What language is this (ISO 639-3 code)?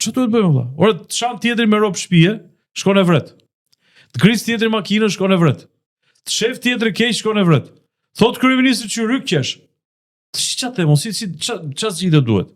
sqi